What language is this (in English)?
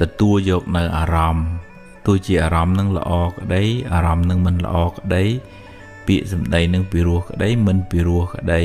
Khmer